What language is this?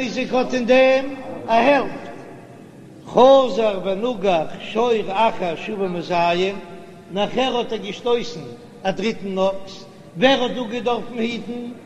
Yiddish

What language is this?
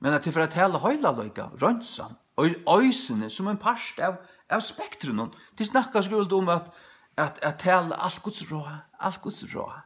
Faroese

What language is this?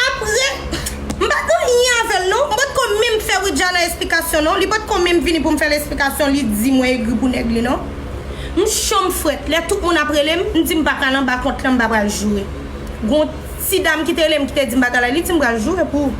Haitian Creole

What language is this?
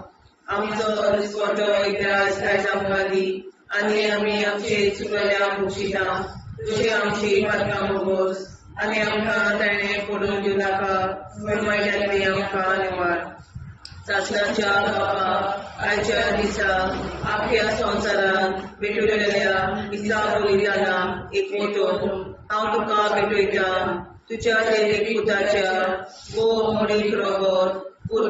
Konkani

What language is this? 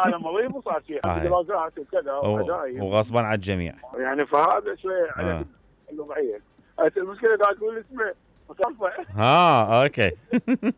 Mesopotamian Arabic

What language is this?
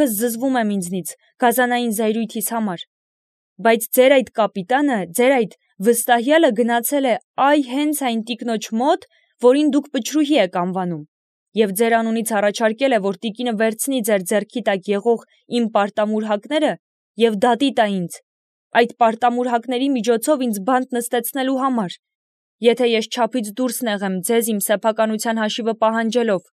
Armenian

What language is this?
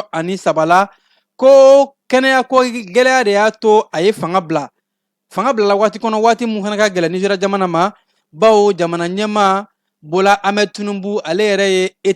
Bambara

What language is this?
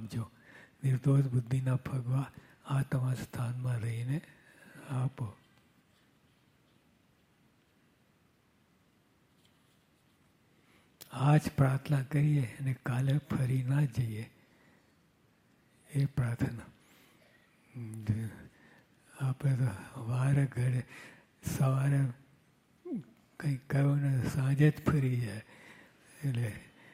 Gujarati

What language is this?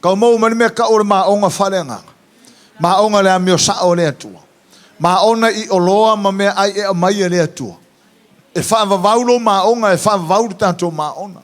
Samoan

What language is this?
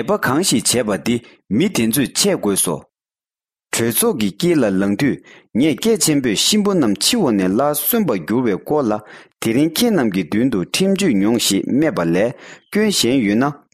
Tibetan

